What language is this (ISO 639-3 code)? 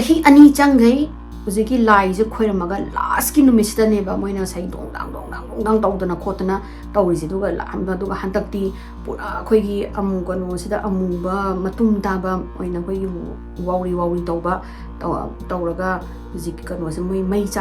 mni